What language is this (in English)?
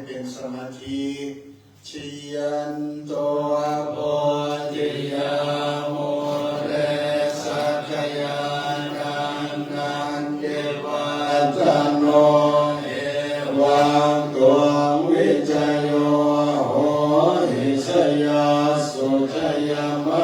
Pali